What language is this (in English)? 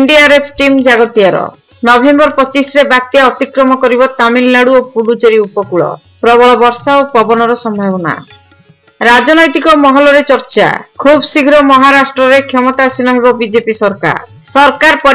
Odia